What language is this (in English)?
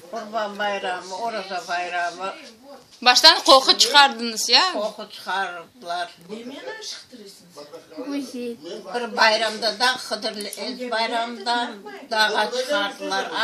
Crimean Tatar